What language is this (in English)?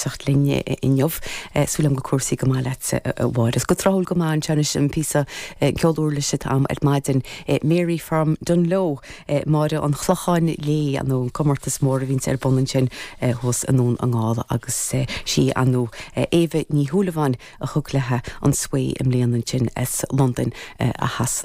Irish